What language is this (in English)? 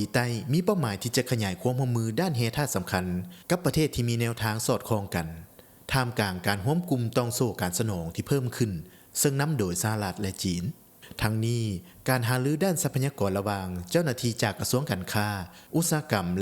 Lao